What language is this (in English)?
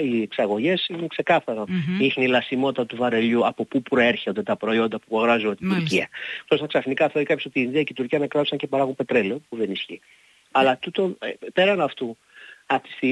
Greek